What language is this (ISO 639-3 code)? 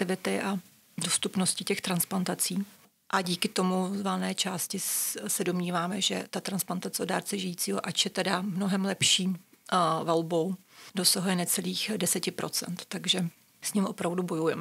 ces